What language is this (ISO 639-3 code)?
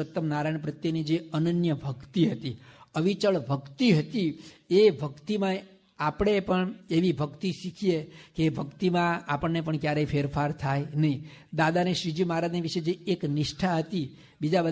guj